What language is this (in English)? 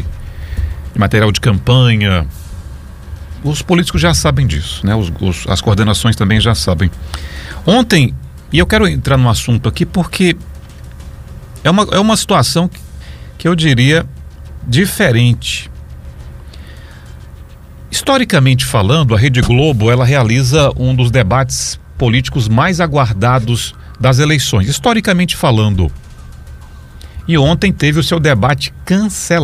Portuguese